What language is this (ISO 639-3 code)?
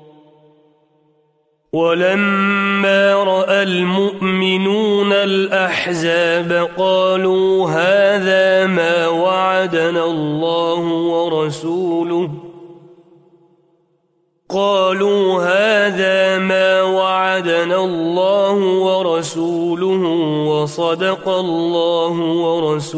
ara